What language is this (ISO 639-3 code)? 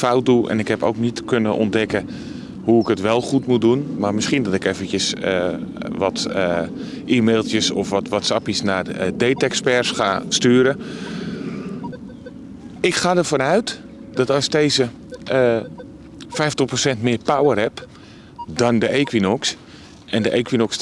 nld